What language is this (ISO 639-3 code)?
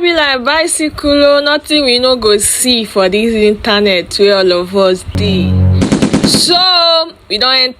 pcm